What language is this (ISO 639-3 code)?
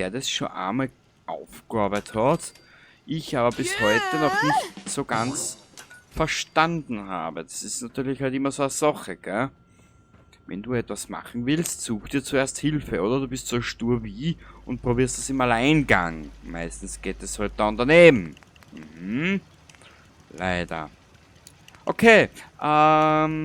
bar